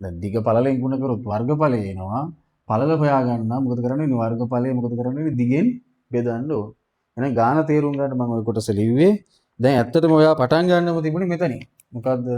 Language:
Sinhala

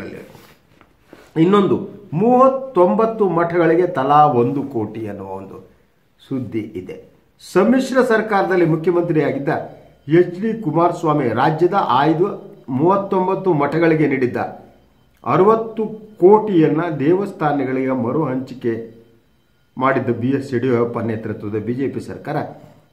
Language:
Kannada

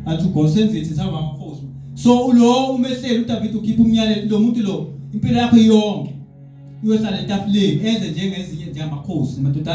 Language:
Zulu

